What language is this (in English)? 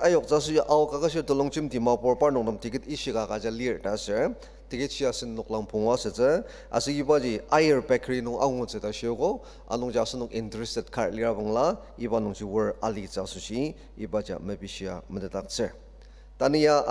Ao Naga